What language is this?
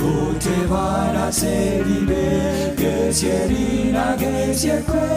Gusii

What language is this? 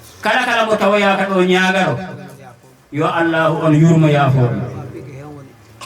Fula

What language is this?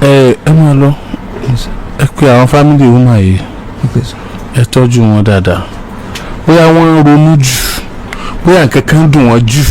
Yoruba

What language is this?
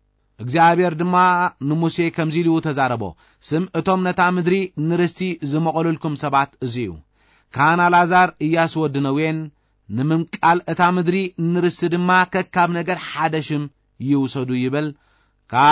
Tigrinya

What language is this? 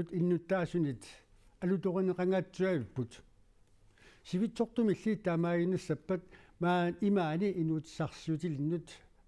Kalaallisut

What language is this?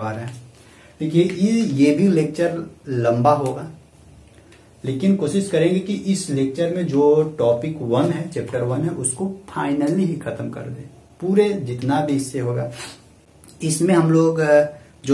Hindi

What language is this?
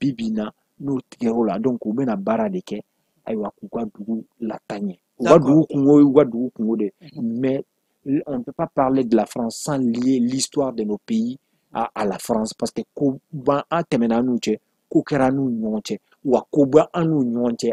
Bambara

